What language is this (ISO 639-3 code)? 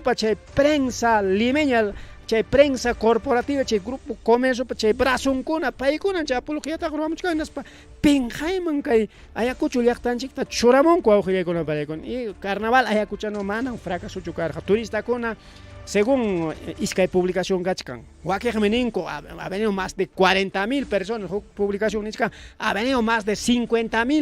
quy